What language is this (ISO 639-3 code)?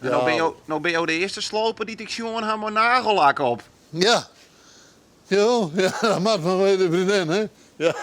fry